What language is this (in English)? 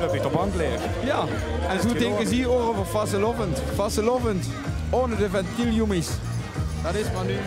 Limburgish